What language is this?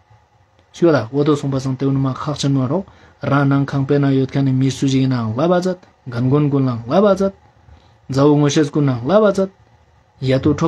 Ladakhi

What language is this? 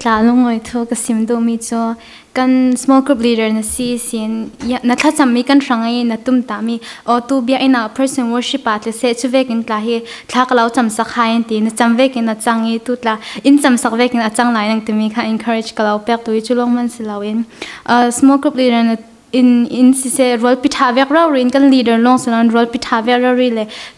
Falam Chin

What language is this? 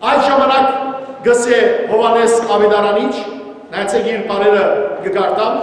Western Armenian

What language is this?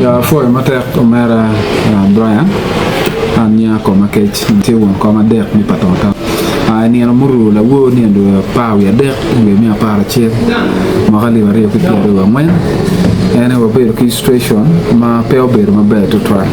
Acoli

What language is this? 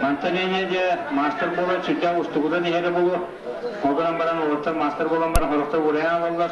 Yakut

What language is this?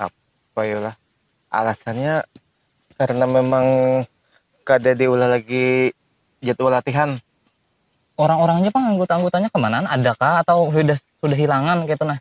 Banjar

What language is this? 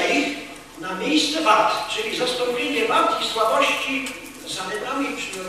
Polish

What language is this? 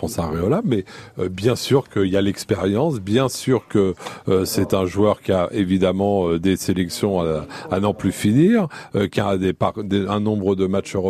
French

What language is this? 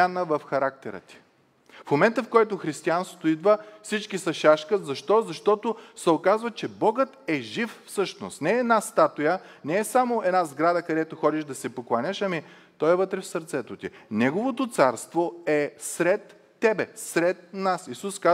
Bulgarian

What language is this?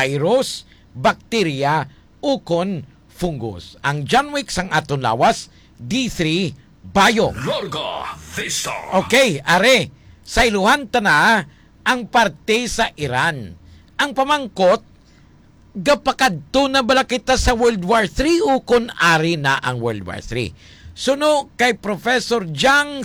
Hiligaynon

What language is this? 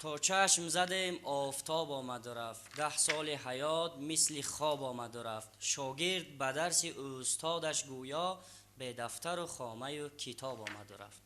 Tajik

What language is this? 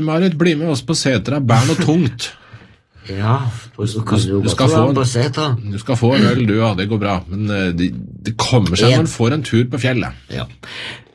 Norwegian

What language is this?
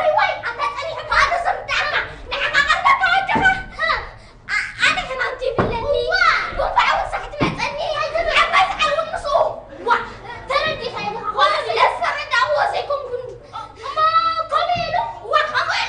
Tigrinya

